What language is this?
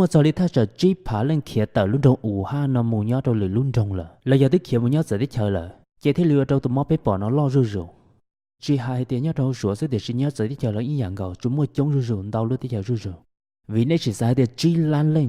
Hmong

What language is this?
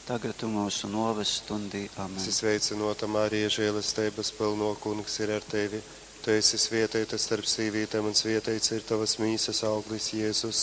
Latgalian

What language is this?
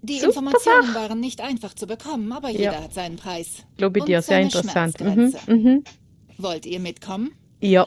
Swiss German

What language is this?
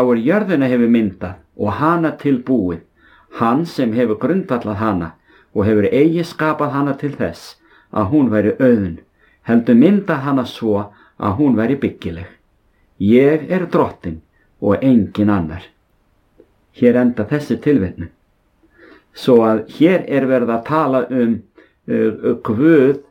Icelandic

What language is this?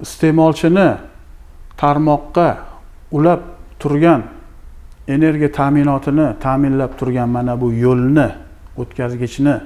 Uzbek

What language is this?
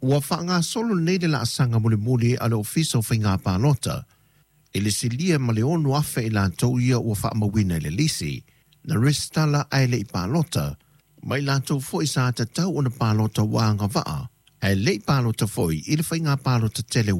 Samoan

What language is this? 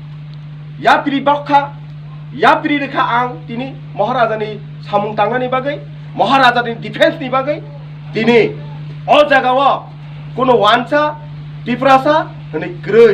Kok Borok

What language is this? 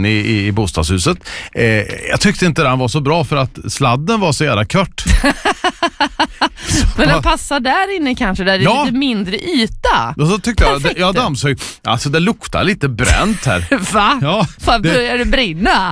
Swedish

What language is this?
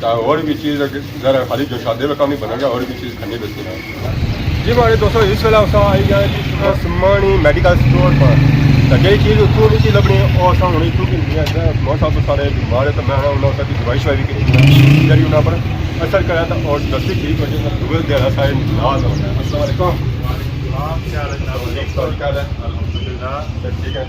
Pahari-Potwari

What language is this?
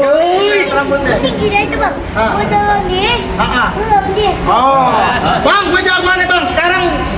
Betawi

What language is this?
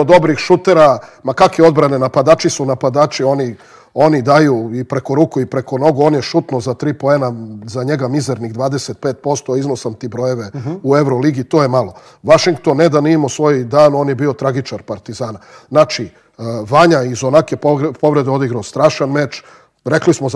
Serbian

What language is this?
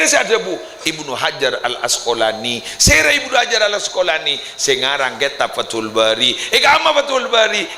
Madurese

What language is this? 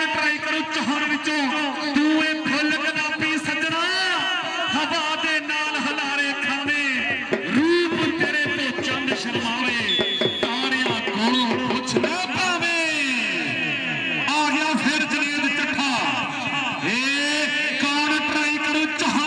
Punjabi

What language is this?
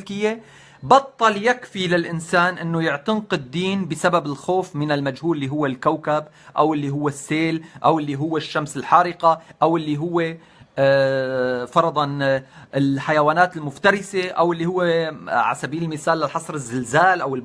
North Levantine Arabic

